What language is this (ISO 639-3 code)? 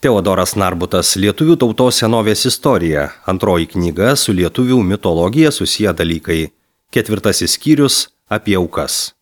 lit